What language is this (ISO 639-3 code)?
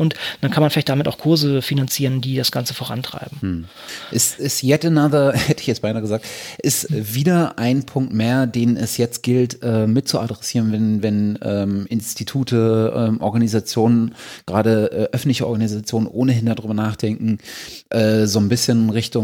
deu